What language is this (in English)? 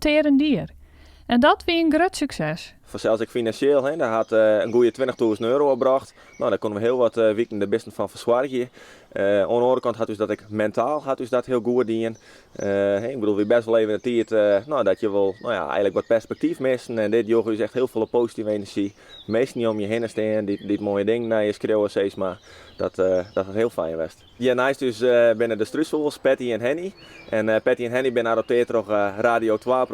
Western Frisian